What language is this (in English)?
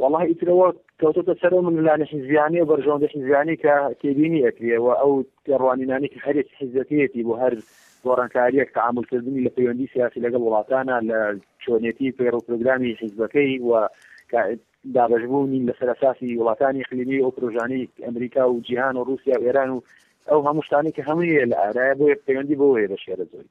Central Kurdish